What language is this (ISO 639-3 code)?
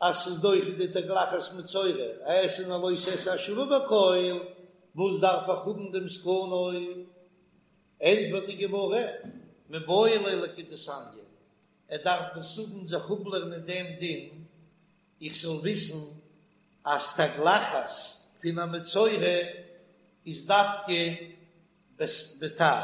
yid